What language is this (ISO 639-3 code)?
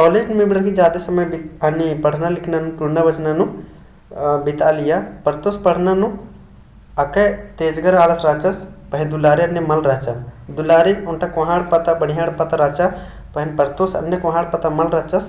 kru